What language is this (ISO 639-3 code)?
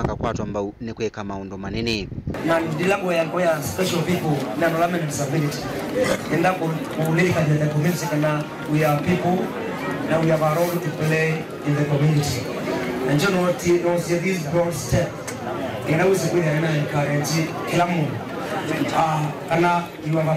kam